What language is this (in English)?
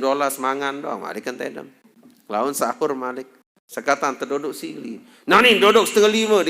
Sasak